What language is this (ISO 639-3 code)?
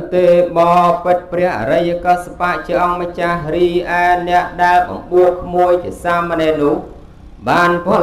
khm